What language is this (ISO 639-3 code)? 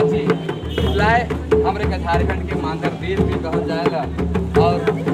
sck